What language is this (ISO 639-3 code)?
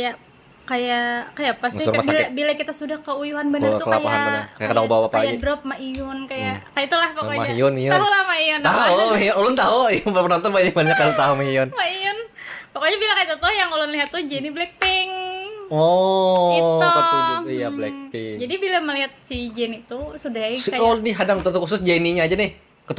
bjn